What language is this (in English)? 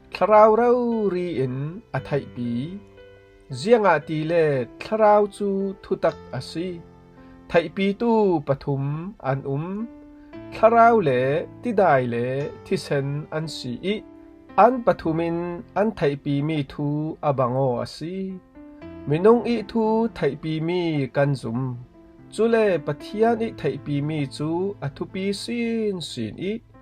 Falam Chin